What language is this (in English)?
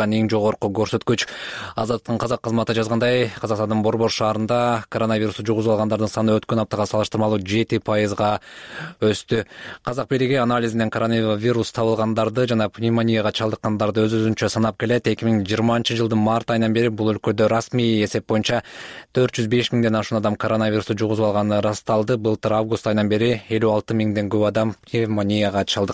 Kyrgyz